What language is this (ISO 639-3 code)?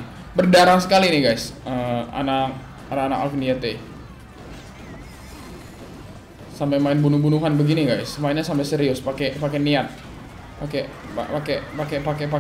ind